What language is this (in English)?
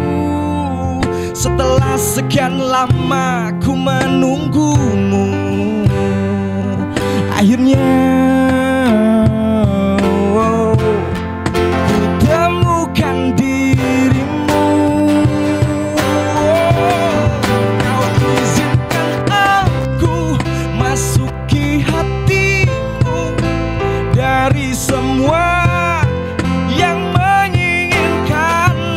Indonesian